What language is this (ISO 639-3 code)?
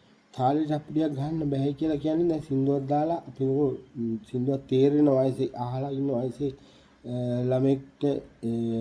sin